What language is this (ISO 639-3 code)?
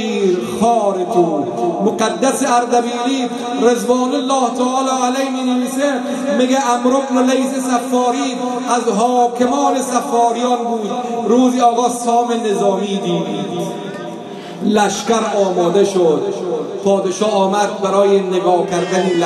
fas